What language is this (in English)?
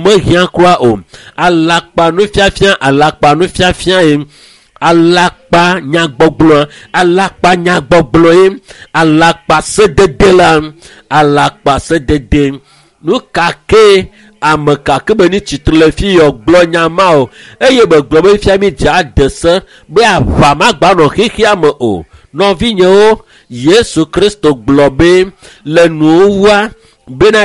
Ewe